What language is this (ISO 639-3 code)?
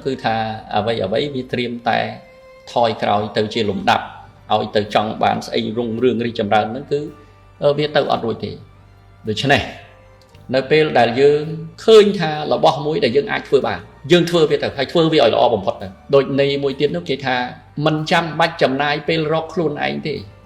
khm